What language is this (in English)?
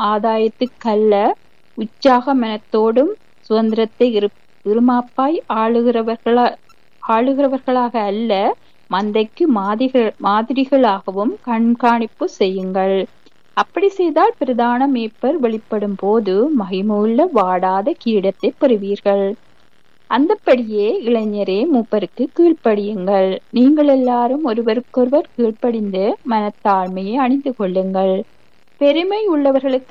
Tamil